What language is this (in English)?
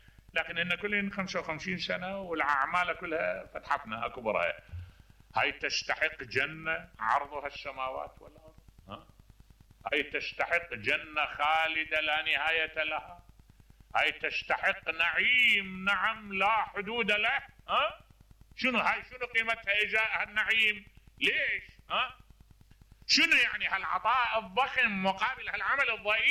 Mesopotamian Arabic